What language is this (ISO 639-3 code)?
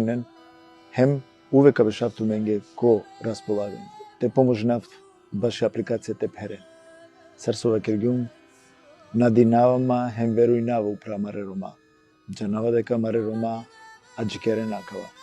rmn